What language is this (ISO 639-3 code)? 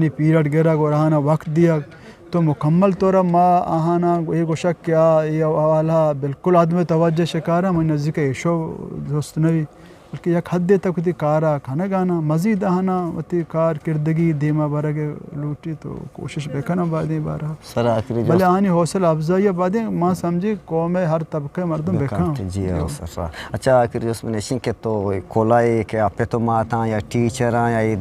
bgp